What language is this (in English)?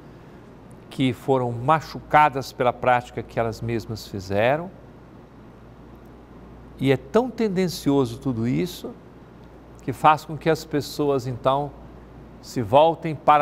Portuguese